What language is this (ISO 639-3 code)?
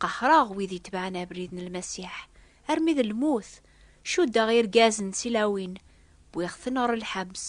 kab